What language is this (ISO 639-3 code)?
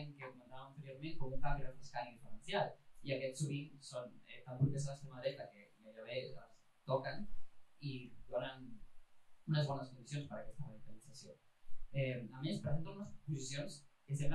cat